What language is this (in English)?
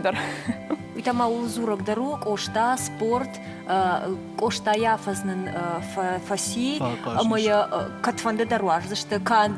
Ossetic